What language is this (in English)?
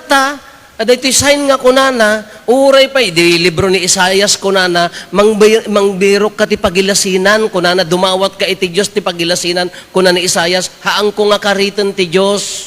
Iloko